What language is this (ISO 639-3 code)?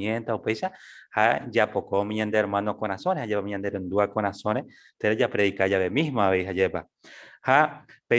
grn